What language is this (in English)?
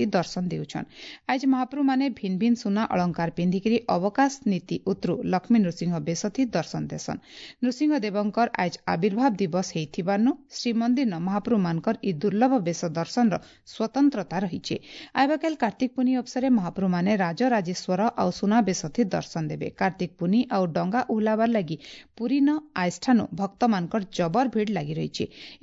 Odia